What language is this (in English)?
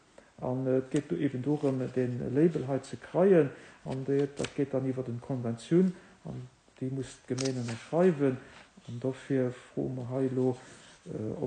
Luxembourgish